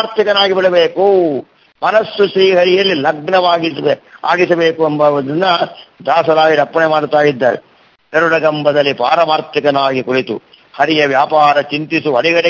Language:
Kannada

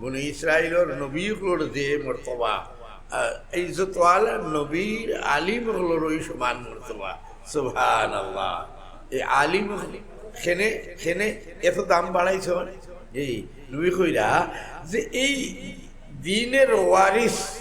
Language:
Sylheti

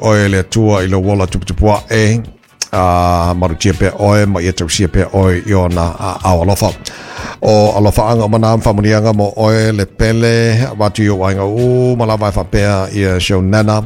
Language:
Samoan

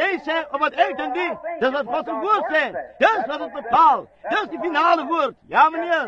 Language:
Afrikaans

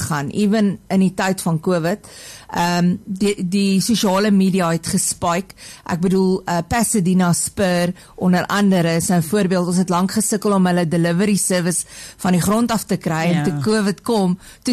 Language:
Afrikaans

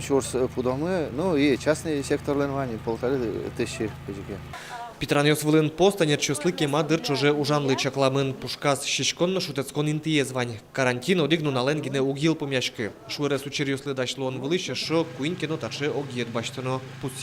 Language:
Udmurt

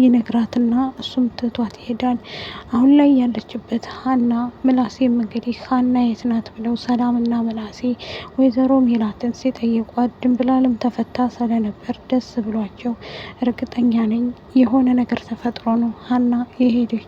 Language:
Amharic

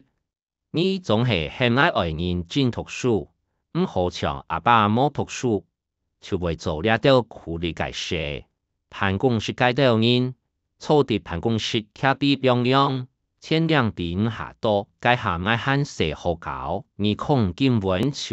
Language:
Hakka Chinese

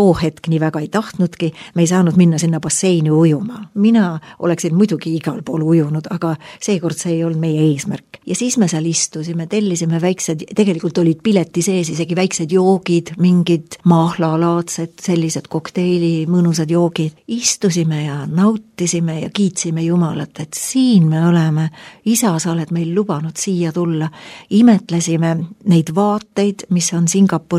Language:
Estonian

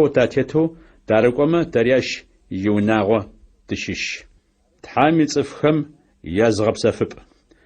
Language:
Adyghe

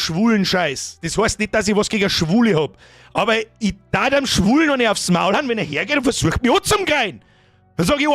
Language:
Bavarian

